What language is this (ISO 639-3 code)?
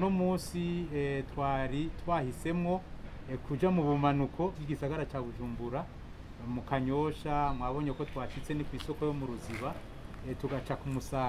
run